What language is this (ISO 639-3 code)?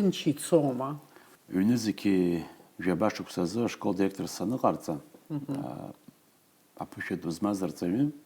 abk